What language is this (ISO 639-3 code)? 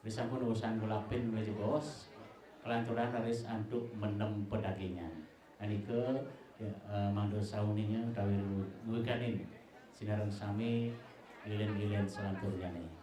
ban